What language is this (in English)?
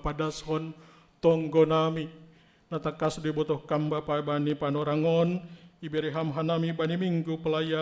Batak Simalungun